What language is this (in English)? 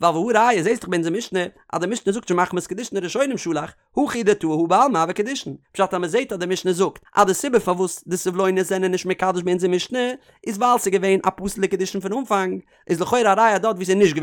Yiddish